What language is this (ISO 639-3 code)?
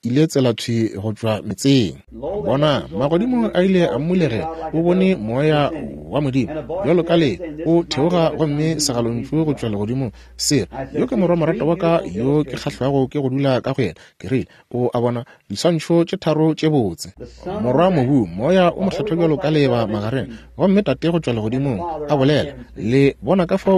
nso